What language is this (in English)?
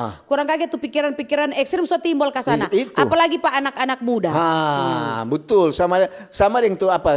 Manado Malay